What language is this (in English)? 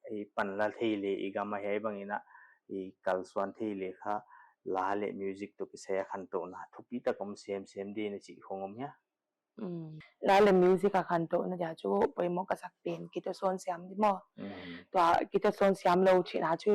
Paite Chin